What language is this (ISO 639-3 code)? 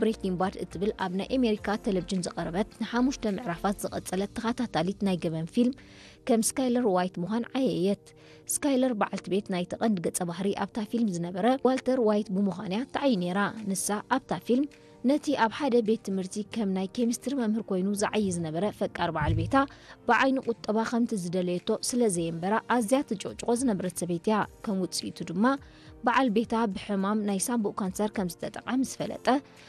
tir